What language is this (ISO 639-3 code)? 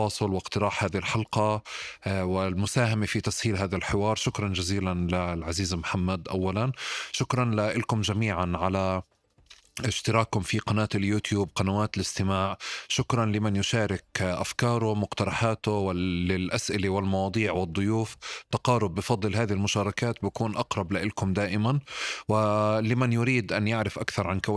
apc